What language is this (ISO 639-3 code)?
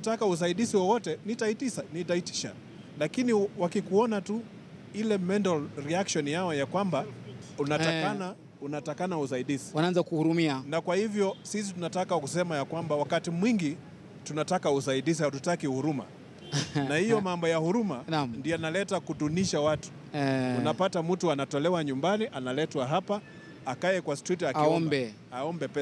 swa